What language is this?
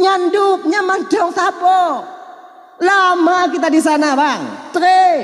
Achinese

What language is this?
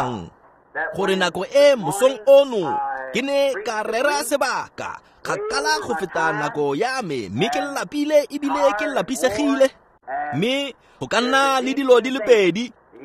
Tswana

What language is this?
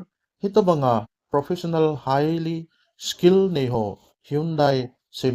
Thado Chin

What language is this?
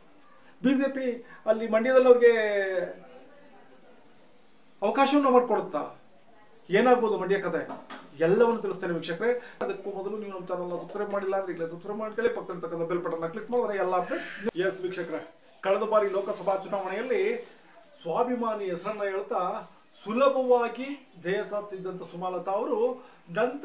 Kannada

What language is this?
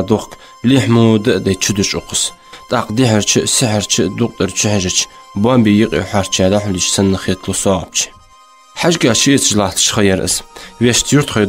Ingush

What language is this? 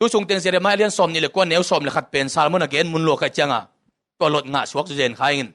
Tedim Chin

